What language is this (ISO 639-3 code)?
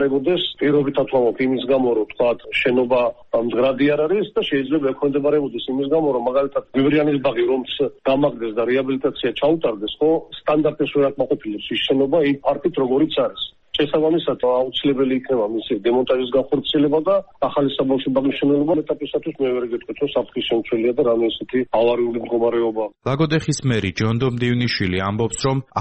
kat